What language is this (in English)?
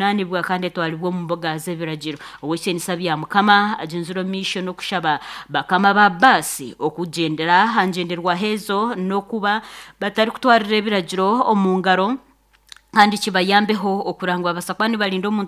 Nyankole